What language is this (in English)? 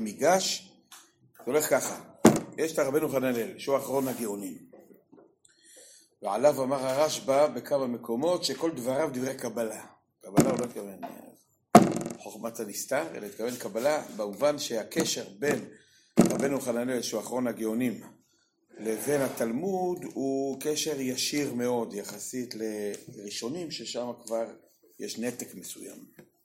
Hebrew